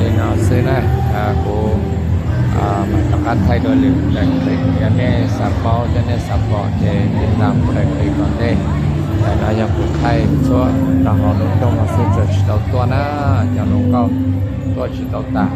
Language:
Hmong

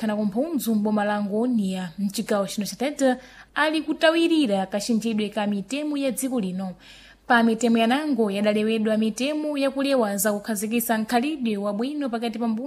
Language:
Sena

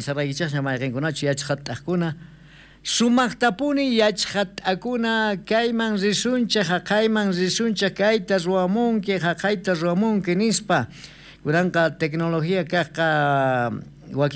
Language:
South Bolivian Quechua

